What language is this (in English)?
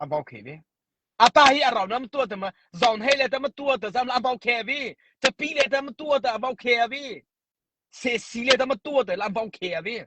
Mara Chin